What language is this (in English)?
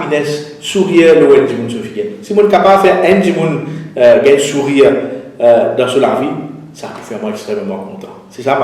Morisyen